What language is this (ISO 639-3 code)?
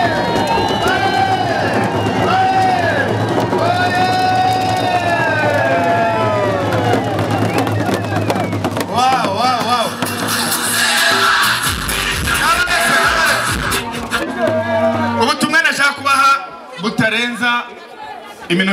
kin